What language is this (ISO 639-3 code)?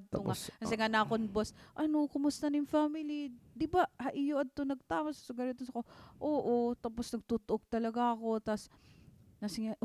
war